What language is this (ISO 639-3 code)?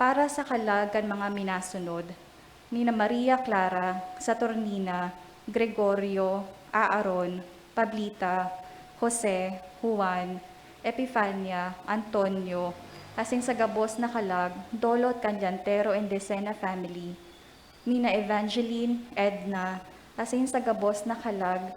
bik